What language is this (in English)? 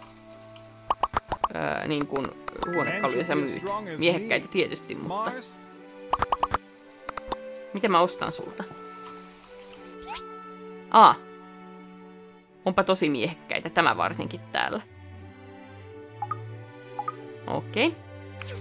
Finnish